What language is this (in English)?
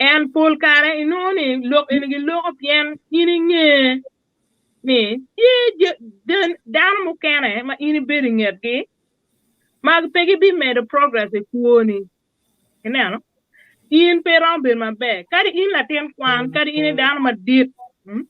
Acoli